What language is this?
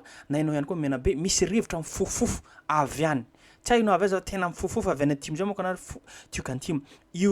Malagasy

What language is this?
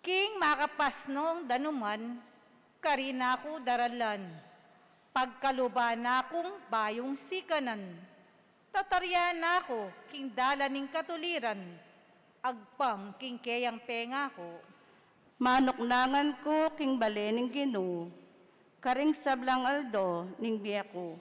Pampanga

